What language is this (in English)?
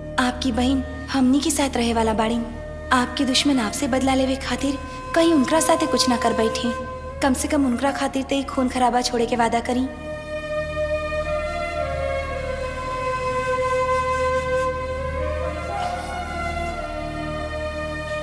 Bhojpuri